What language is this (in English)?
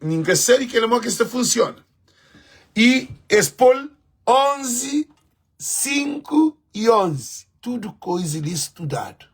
Kabuverdianu